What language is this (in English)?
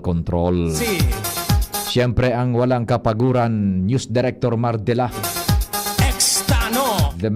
Bikol